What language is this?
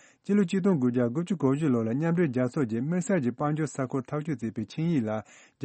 Tibetan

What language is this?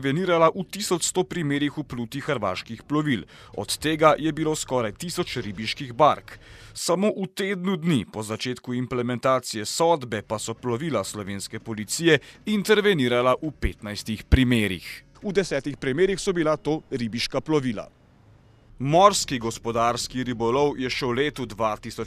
Slovenian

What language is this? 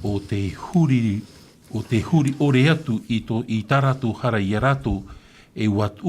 Tahitian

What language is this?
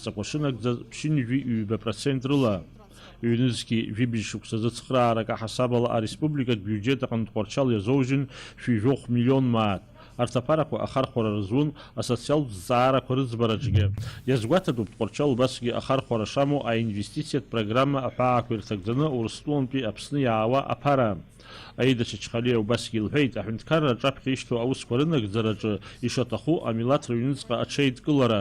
Abkhazian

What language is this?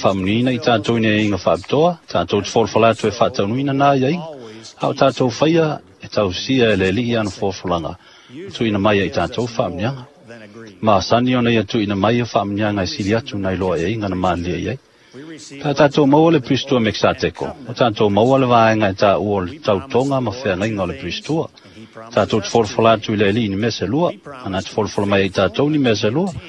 Samoan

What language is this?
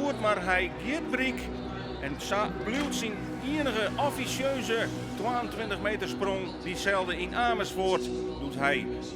Western Frisian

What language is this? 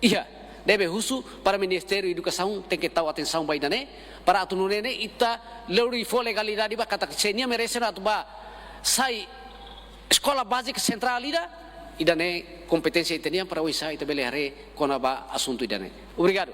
Tetum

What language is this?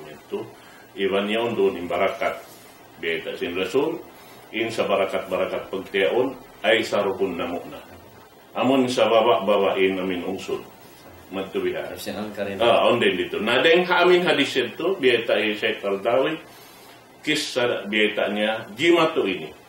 Tausug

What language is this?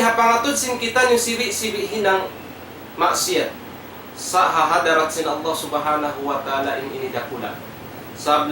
Tausug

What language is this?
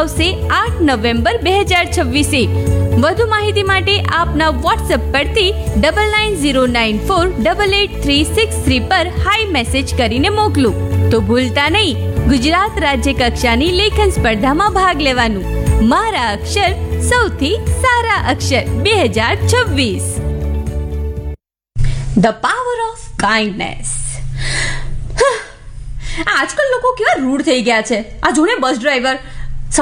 Gujarati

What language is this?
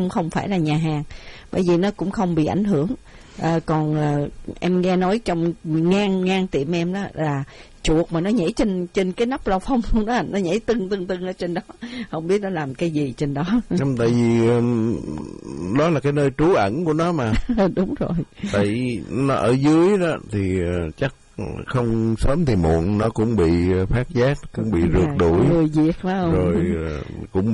Vietnamese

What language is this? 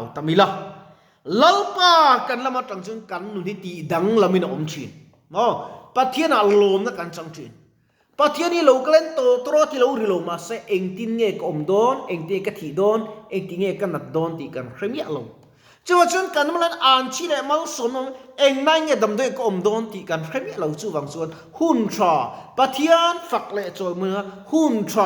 Mizo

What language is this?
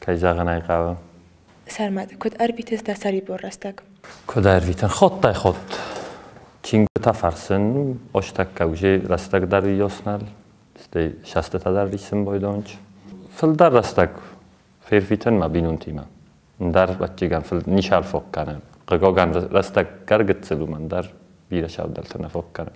Ossetic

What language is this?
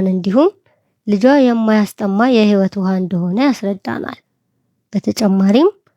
Amharic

